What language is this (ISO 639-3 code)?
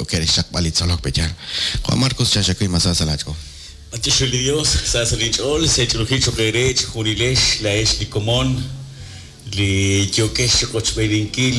kek